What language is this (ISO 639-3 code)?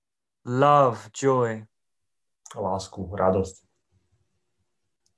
slk